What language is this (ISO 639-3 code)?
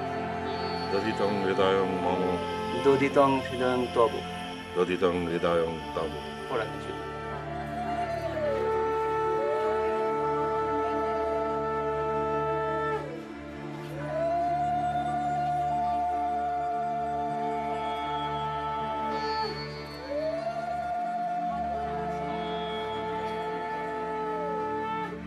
ben